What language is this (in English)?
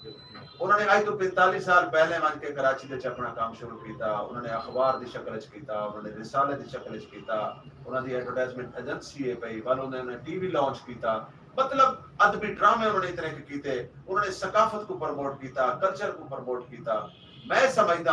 Saraiki